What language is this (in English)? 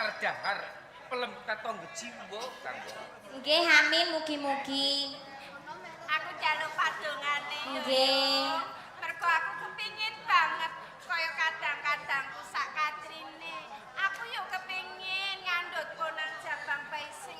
Javanese